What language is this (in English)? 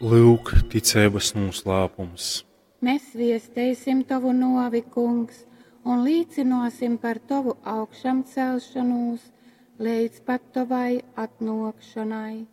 Latgalian